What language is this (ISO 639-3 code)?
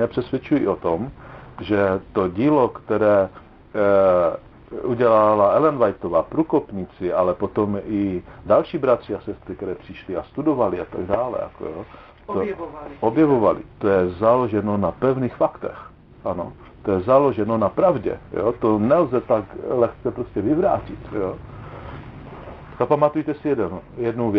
ces